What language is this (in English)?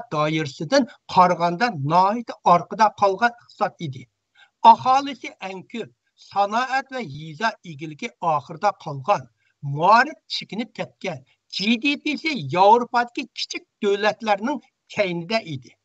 Uyghur